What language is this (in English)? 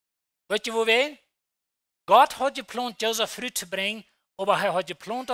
Plautdietsch